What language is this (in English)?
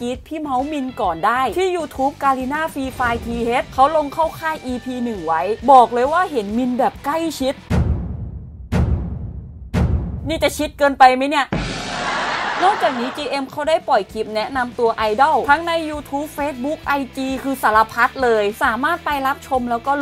Thai